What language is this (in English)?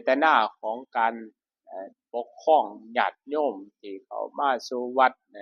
Lao